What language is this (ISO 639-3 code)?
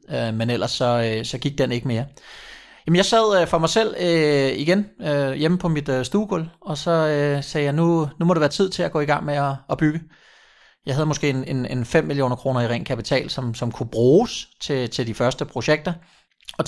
dan